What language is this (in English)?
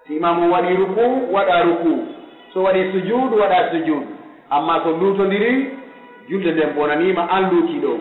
Pular